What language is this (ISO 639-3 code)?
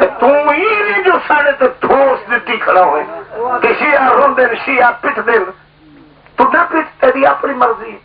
phr